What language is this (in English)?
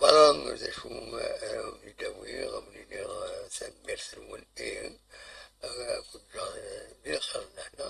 Kabyle